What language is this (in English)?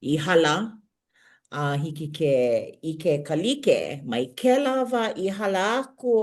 Hawaiian